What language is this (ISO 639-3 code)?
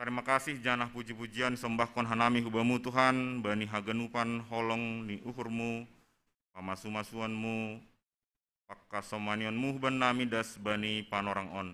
bts